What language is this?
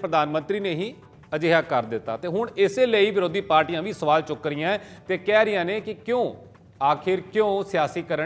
Punjabi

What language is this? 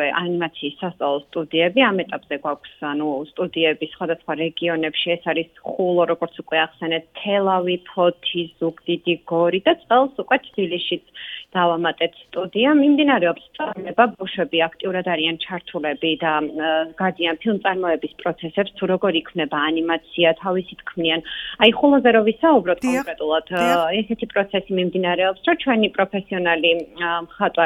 Georgian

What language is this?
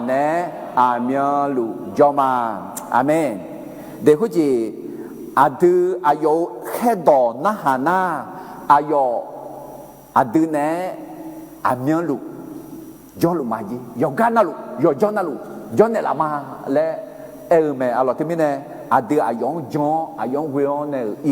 Akha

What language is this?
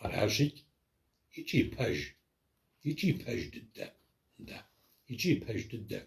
Kabardian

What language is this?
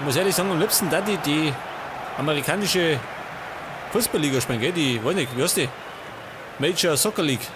Bavarian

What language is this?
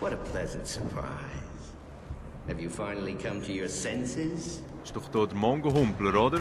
Swiss German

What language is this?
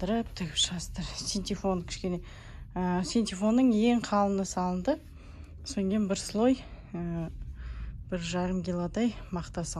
Kazakh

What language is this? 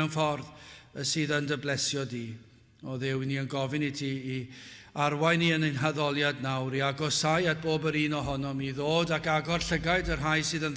Welsh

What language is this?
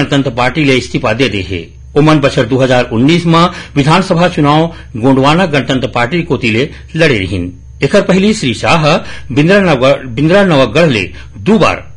Chhattisgarhi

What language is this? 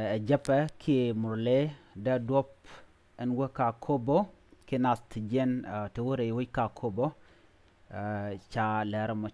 Nuer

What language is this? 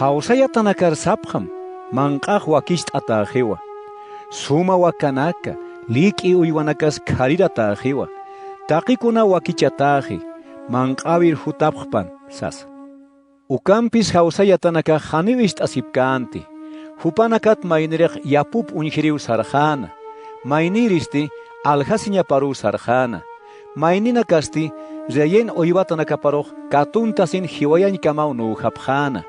Aymara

